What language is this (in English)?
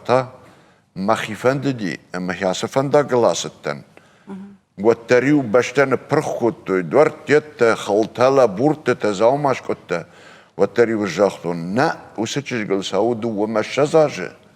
Ossetic